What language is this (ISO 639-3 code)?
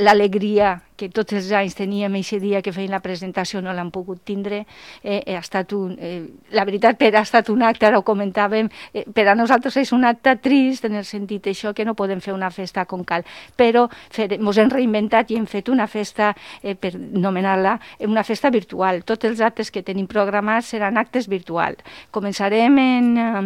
cat